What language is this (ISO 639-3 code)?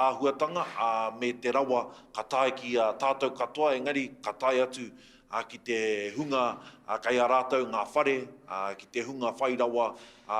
mri